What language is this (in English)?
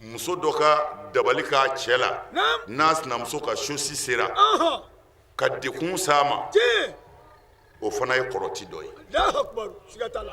Bambara